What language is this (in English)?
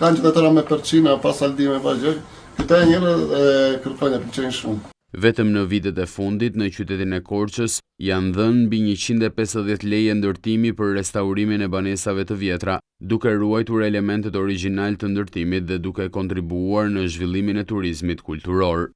Albanian